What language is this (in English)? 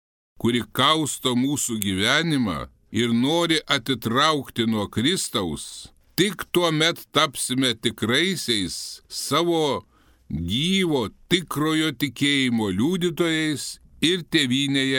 Lithuanian